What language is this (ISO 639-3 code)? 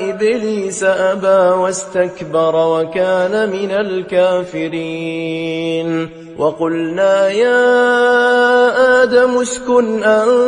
ara